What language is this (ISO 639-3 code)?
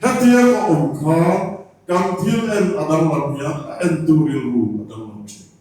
lus